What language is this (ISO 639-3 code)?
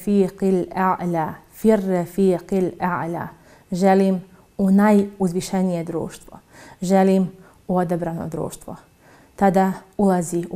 bos